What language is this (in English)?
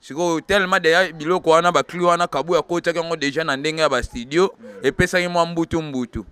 Lingala